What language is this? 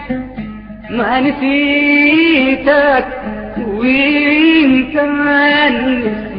Arabic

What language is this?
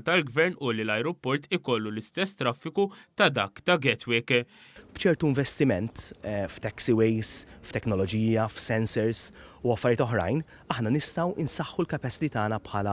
Maltese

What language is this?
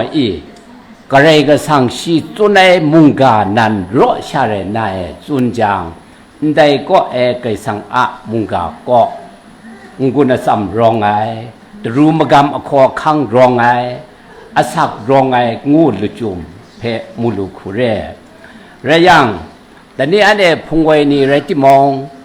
Kachin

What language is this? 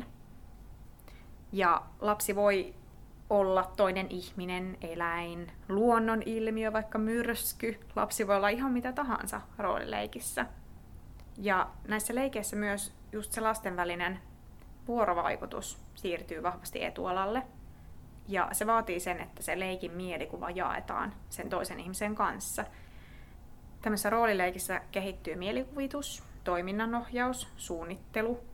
Finnish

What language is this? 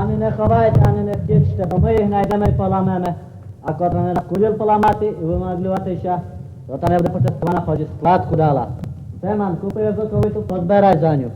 Rusyn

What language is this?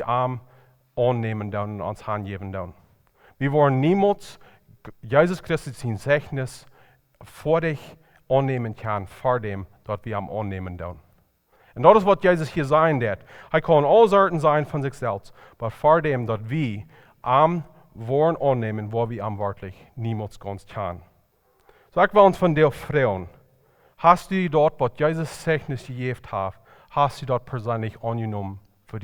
Plautdietsch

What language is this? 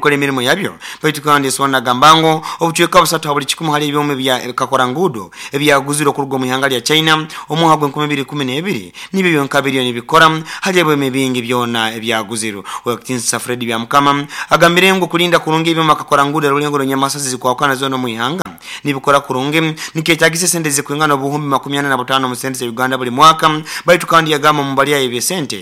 Nyoro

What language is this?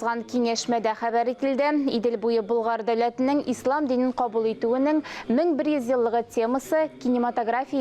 Tatar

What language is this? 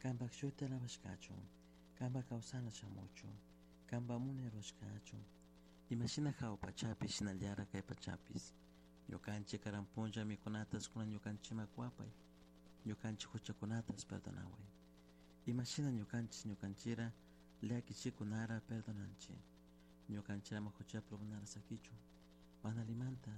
Chimborazo Highland Quichua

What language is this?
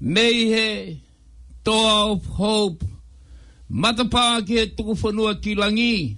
Tongan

